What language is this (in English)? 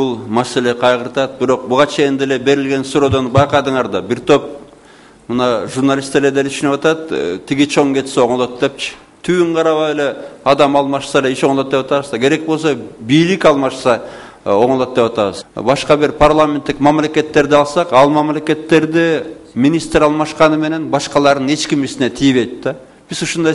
Kyrgyz